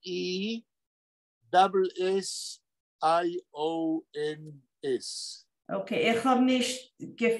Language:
Yiddish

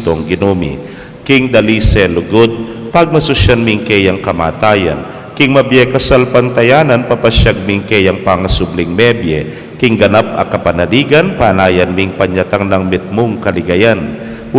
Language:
Pampanga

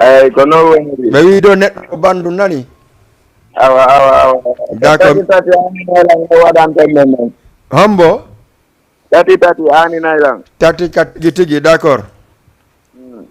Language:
Fula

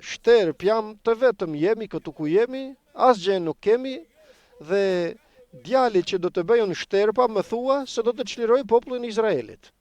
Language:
Albanian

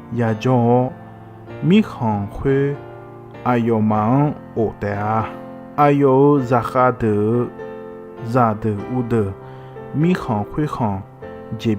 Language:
Akha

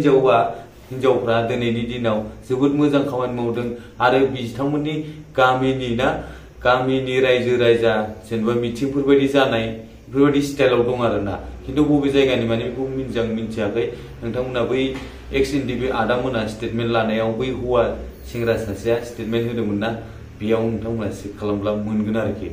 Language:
Bodo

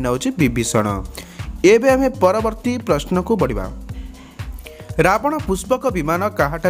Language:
Odia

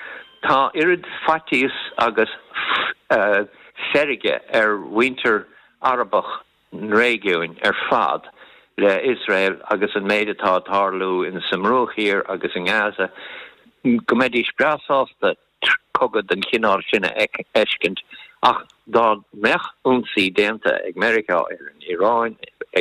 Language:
Irish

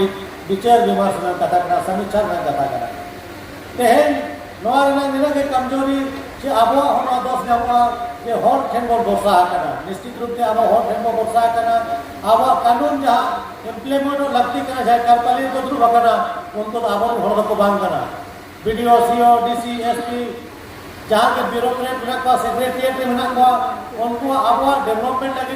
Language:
Santali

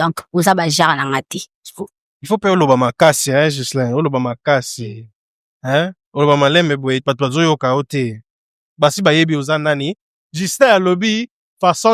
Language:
Lingala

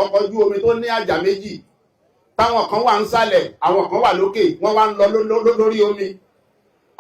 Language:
Yoruba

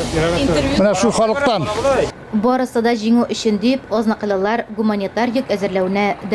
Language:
Tatar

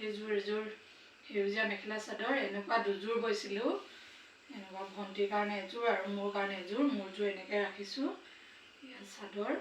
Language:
Assamese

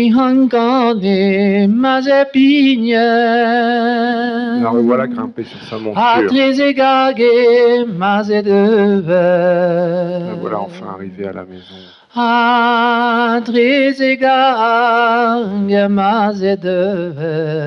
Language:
Breton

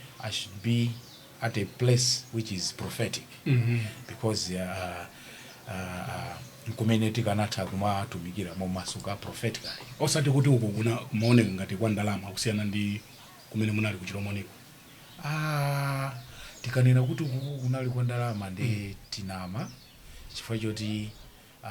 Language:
Nyanja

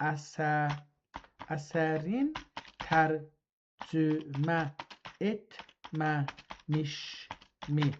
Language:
South Azerbaijani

